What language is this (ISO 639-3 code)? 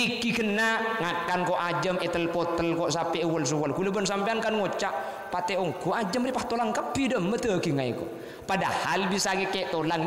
mad